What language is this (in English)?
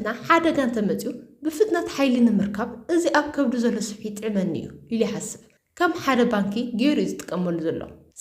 Tigrinya